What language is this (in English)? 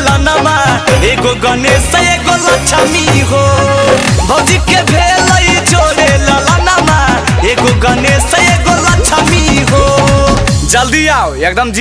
Magahi